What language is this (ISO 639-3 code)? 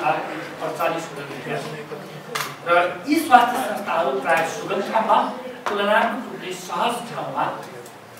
nep